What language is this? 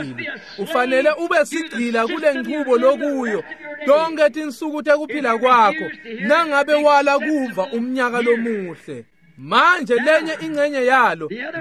Swati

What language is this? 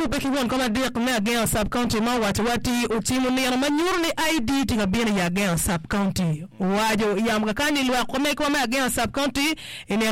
Acoli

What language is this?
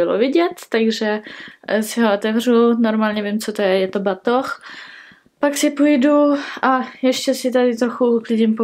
Czech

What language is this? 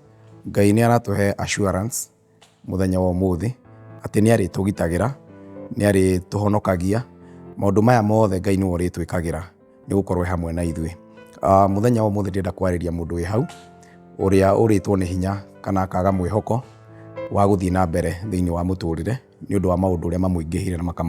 Kikuyu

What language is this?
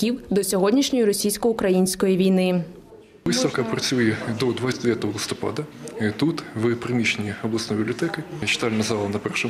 Ukrainian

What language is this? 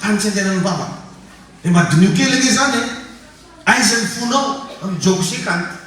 Malagasy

